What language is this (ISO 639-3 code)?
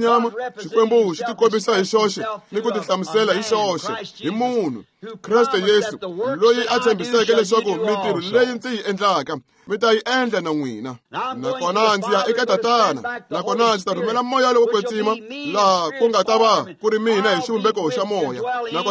tso